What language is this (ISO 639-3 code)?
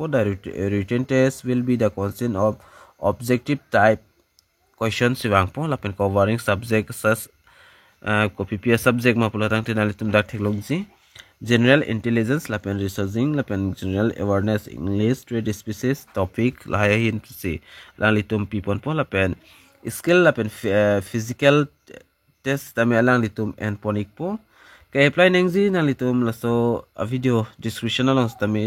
mjw